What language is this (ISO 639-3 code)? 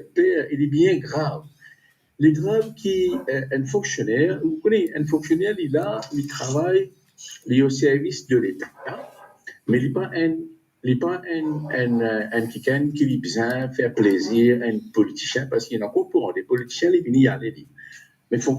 mfe